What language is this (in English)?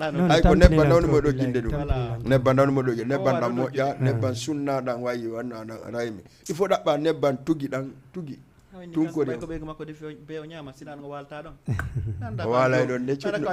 Fula